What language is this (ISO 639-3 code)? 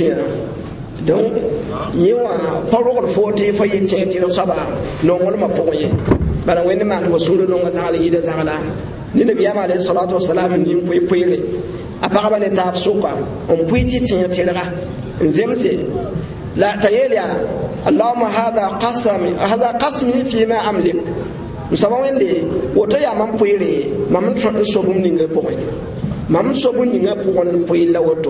mos